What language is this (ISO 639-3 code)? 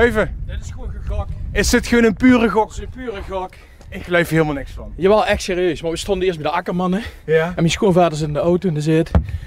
lim